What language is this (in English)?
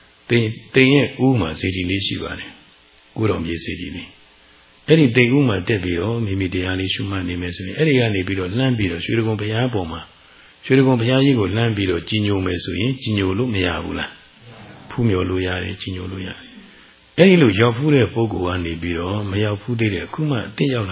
Burmese